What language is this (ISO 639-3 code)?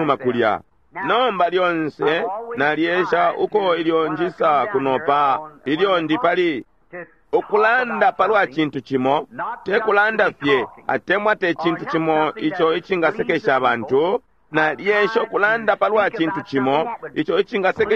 bem